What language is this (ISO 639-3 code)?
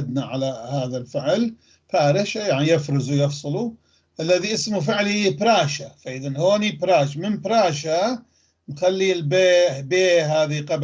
apc